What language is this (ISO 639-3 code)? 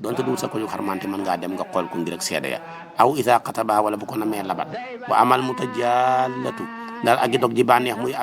wol